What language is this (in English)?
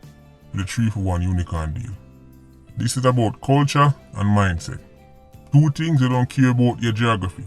Jamaican Creole English